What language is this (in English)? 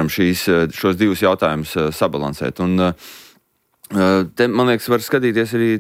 Latvian